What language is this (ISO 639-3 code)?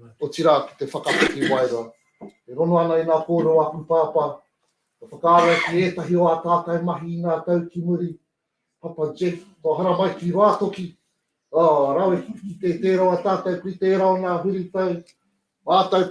mri